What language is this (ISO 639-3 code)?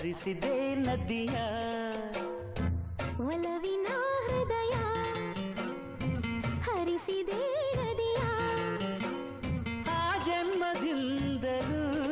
kan